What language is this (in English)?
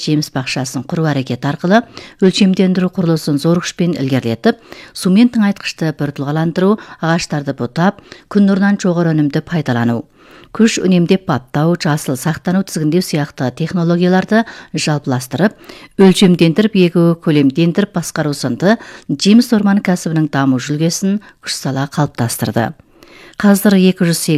Kazakh